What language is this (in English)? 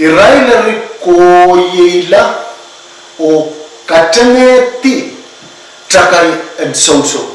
Pohnpeian